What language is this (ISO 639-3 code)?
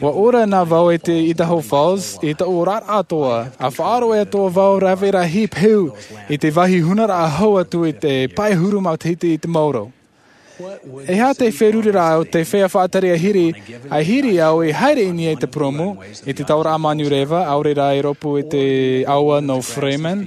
tah